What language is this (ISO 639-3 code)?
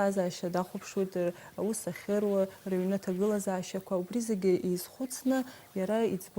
abk